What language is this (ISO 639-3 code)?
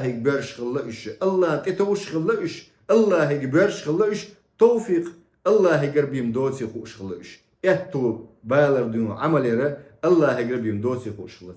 che